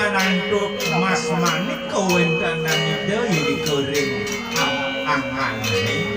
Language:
Balinese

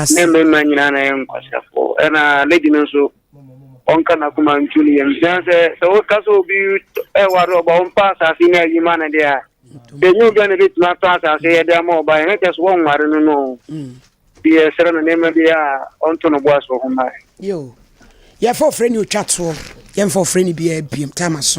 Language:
Akan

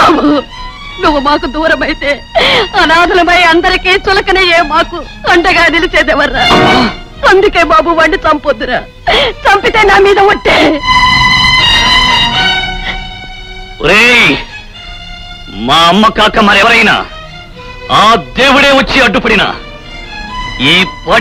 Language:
Telugu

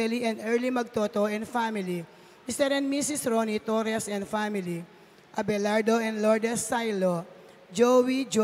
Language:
Pampanga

